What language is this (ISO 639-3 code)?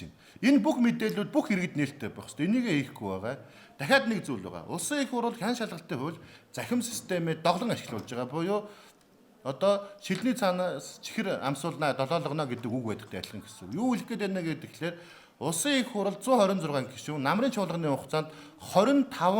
mon